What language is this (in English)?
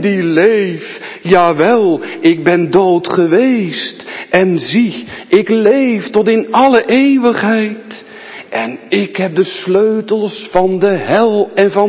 Dutch